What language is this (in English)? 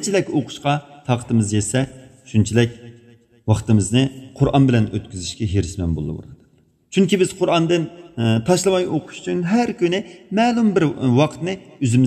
Uyghur